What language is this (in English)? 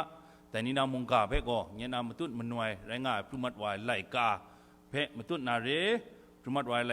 Kachin